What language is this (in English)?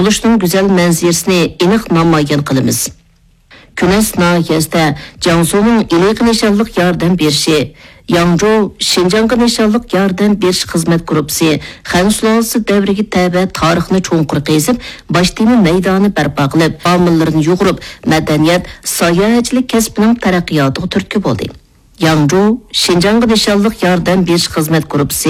Uyghur